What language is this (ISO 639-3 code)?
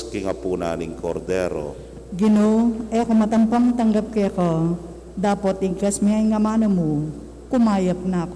pam